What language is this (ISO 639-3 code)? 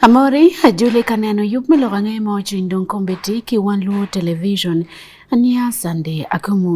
ach